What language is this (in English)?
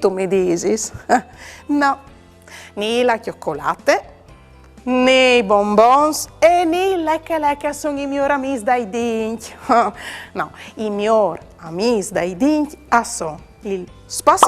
Friulian